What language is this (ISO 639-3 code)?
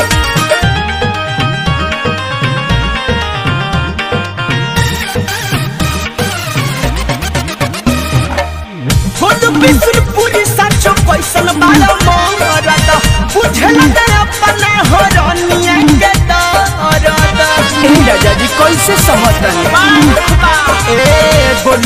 bho